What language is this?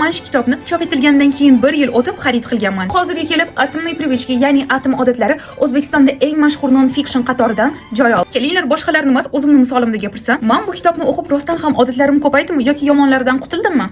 Uzbek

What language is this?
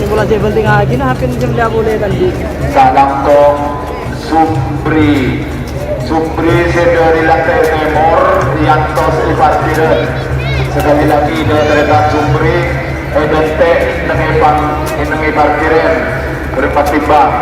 Madurese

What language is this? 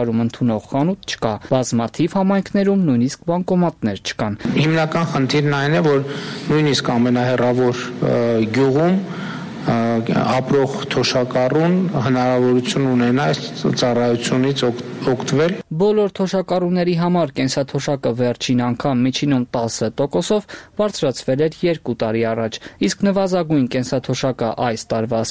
Armenian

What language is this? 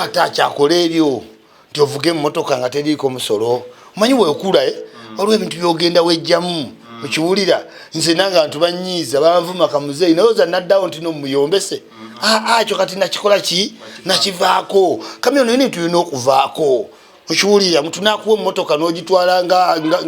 Ganda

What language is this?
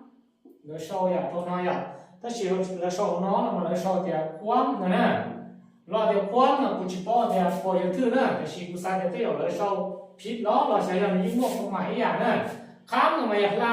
Hmong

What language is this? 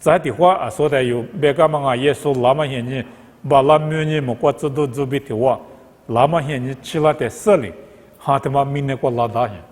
Lisu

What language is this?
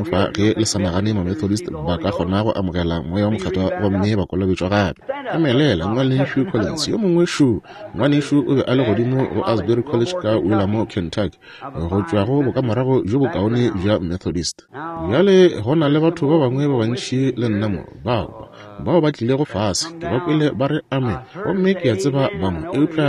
Northern Sotho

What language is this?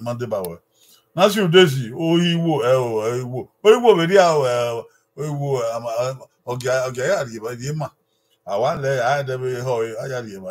Bini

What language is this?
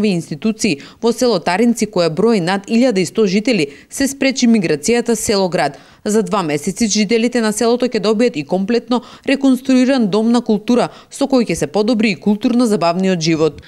Macedonian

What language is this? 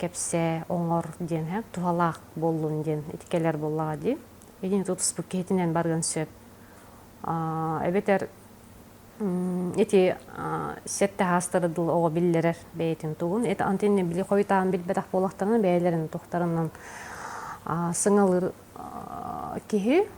Yakut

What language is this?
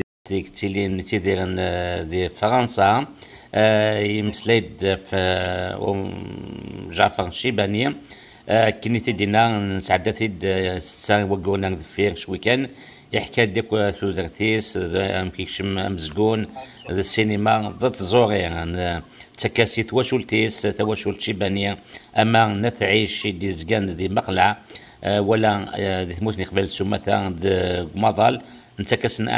Kabyle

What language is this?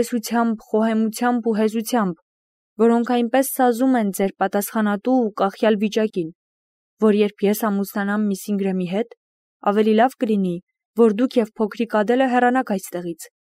Armenian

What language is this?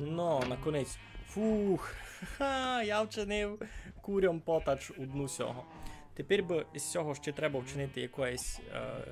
Rusyn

